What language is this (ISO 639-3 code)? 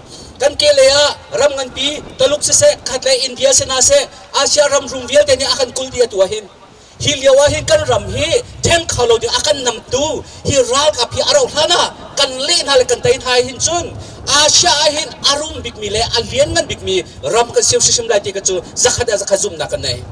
cnh